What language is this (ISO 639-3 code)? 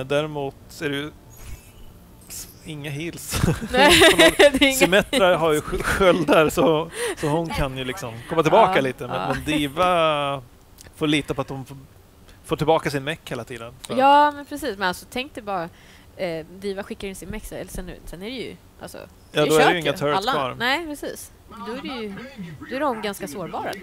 swe